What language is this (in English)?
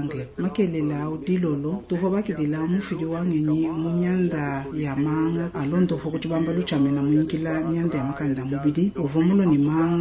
Luba-Lulua